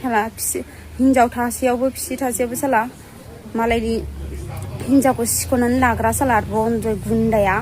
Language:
Bodo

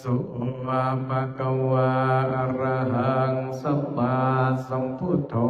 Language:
Pali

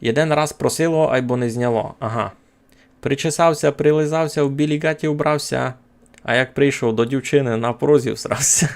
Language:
Rusyn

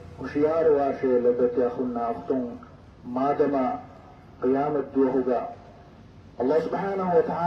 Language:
Divehi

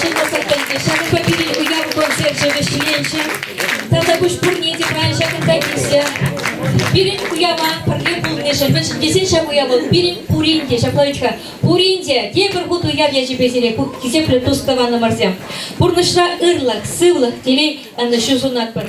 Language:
Chuvash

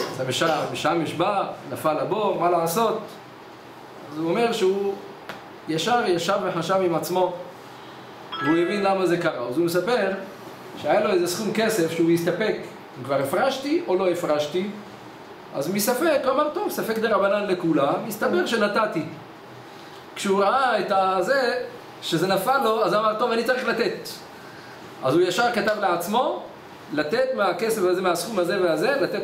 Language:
Hebrew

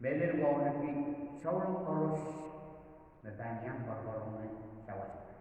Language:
Pohnpeian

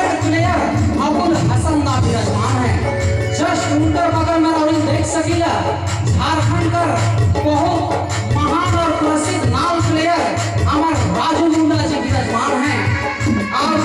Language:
Sadri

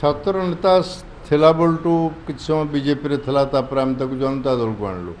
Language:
Odia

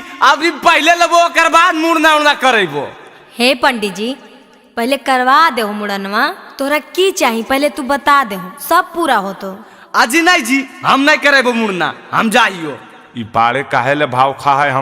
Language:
Magahi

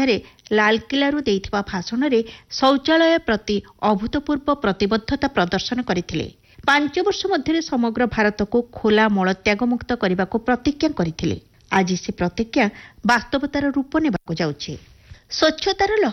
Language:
Odia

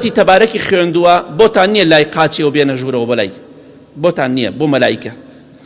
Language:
Central Kurdish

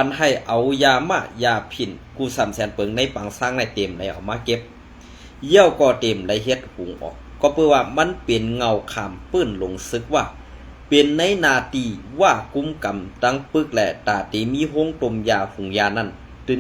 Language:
Shan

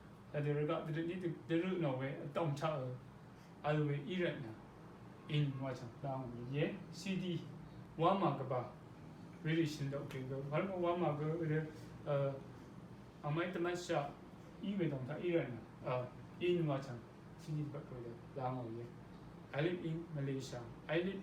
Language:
Rawang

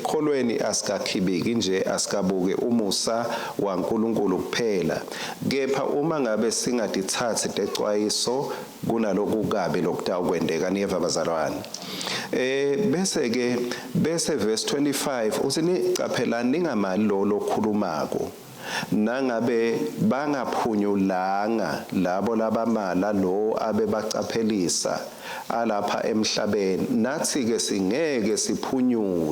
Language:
Swati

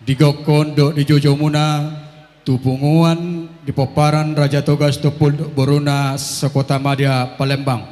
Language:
Batak Toba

